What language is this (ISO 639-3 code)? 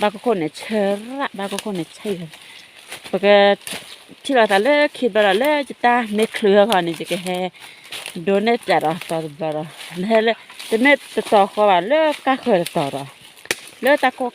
ksw